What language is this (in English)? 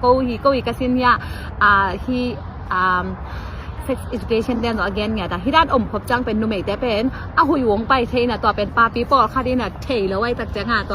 Tedim Chin